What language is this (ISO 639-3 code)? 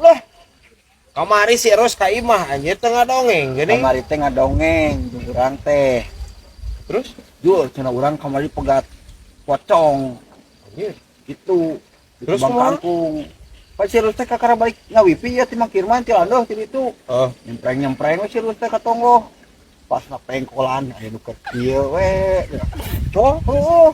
sun